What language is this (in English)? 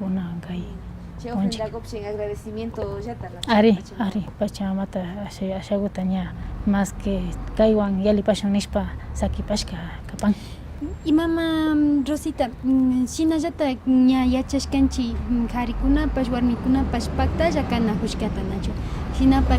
Imbabura Highland Quichua